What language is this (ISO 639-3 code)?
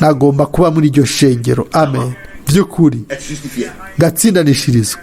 run